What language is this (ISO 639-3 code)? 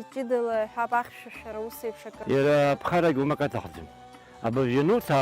abk